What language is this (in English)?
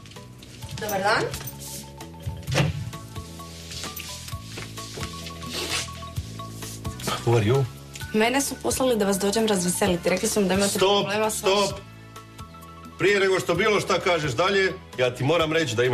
Croatian